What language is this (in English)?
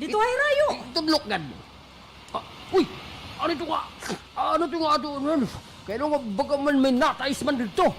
Waray